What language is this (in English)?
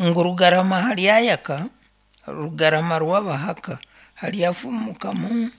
Nyankole